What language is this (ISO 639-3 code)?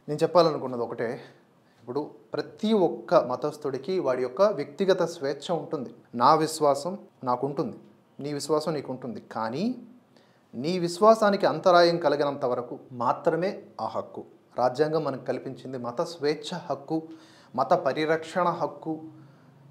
tel